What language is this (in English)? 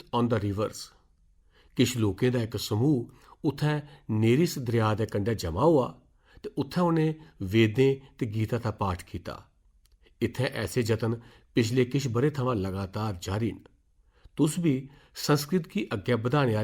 Dogri